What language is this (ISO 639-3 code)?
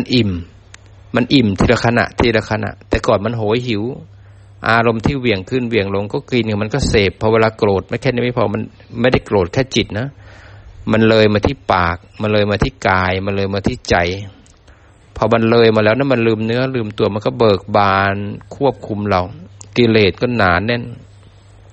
tha